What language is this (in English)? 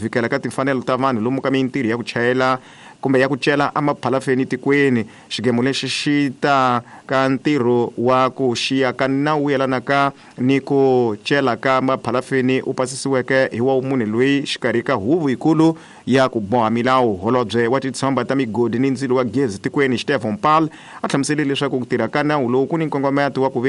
Tsonga